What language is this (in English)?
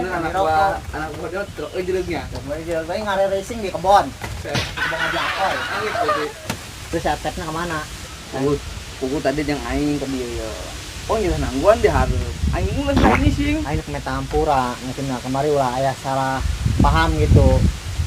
Sundanese